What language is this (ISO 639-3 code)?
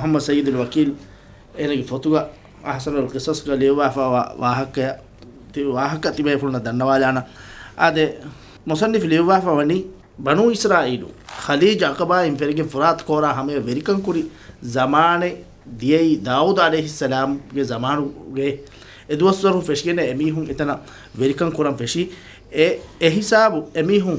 div